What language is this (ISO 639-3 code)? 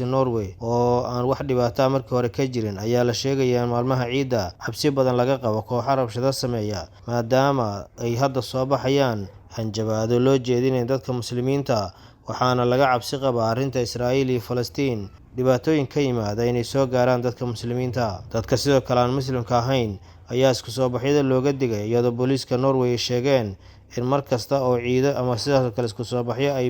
som